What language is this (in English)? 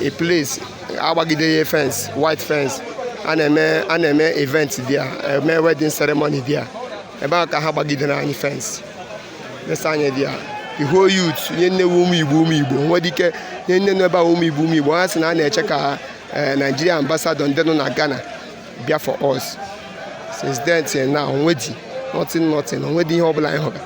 Igbo